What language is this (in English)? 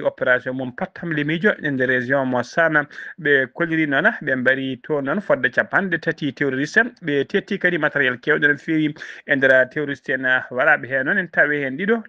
Fula